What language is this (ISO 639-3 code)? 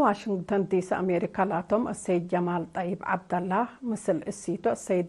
tig